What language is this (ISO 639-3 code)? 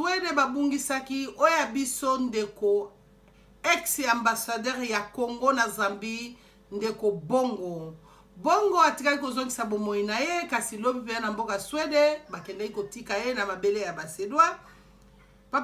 lin